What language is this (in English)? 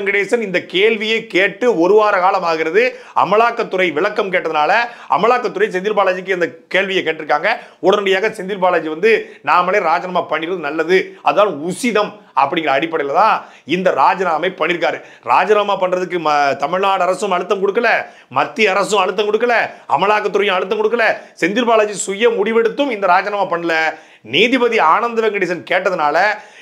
Tamil